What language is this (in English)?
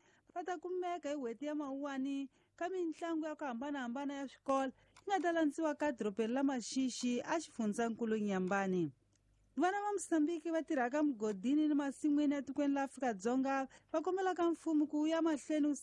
Tsonga